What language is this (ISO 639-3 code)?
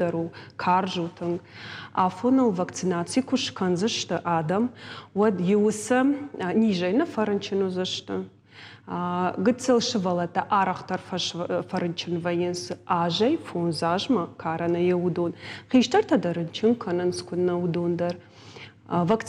oss